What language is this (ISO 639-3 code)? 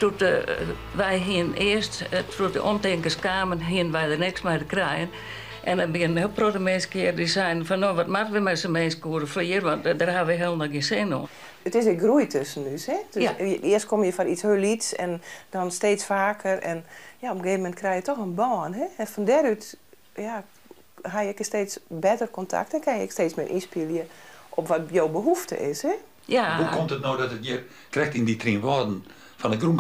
fry